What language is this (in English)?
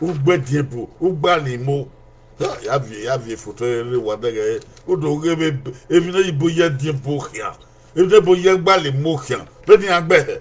Bini